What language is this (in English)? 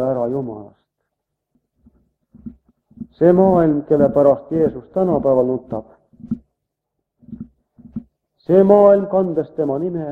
Estonian